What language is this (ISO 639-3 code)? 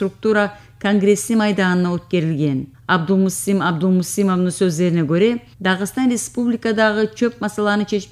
kum